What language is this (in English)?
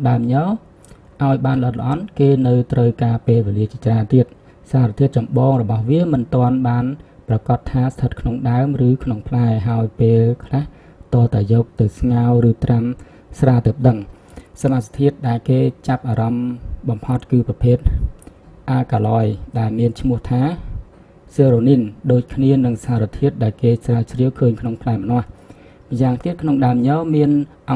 Khmer